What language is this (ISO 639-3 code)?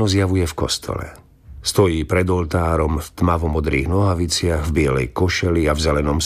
slk